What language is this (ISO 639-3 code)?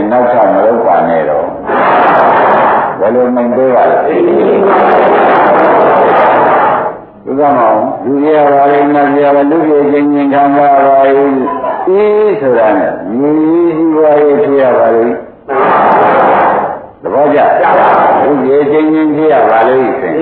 mya